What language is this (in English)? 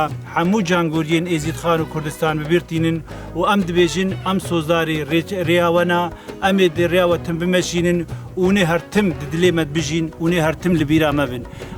Kurdish